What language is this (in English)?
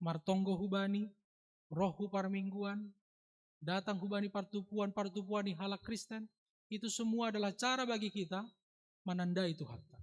Batak Simalungun